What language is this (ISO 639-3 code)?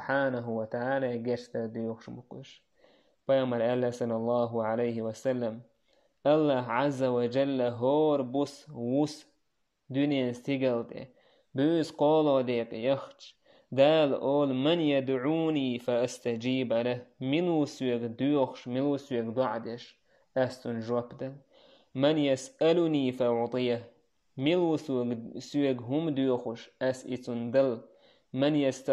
che